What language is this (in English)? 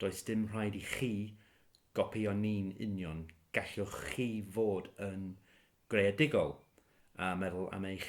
Welsh